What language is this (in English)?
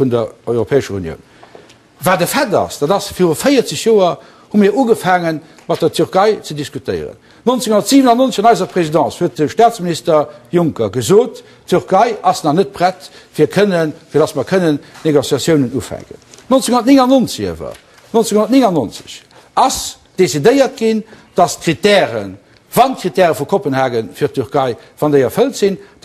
Luxembourgish